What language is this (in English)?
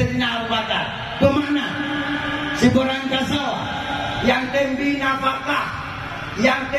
Achinese